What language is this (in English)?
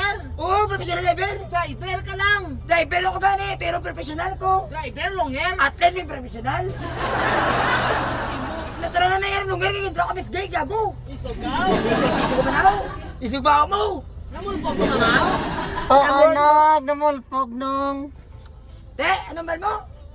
Hiligaynon